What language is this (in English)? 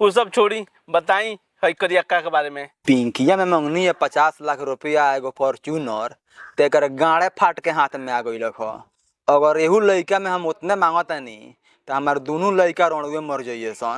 Bhojpuri